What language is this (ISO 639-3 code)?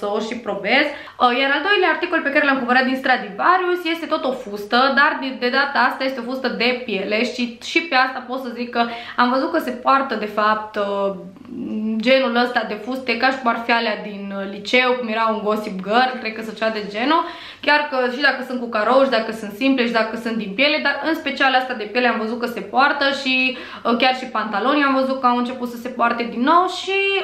ron